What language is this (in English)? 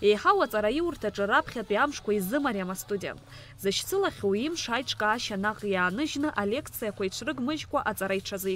Abkhazian